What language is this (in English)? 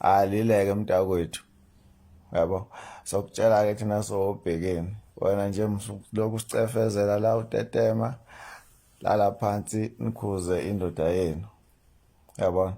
Zulu